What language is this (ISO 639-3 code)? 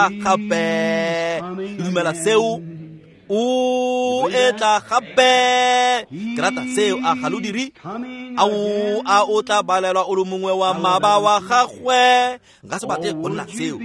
tsn